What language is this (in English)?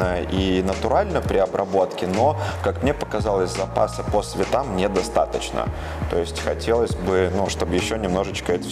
Russian